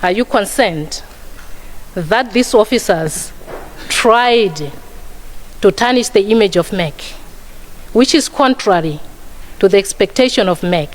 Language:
Nyanja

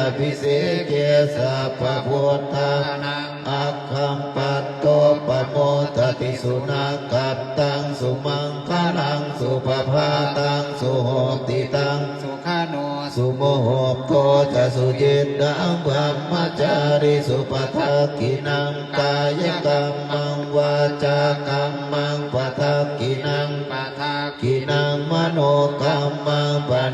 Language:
Pali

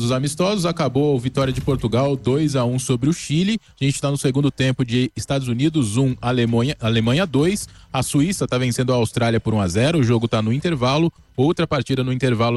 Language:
Portuguese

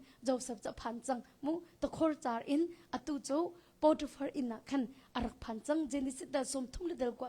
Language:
Hakha Chin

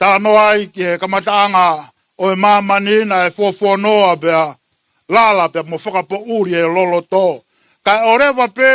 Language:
Tongan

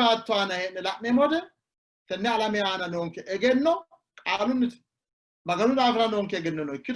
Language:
Sidamo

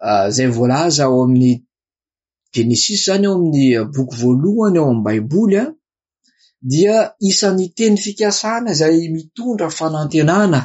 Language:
Malagasy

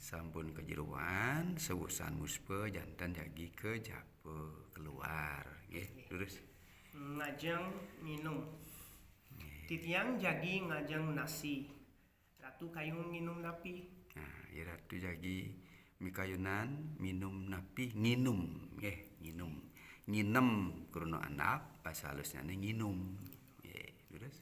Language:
Balinese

